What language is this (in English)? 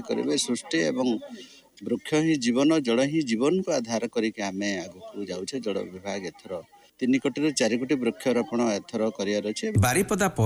Odia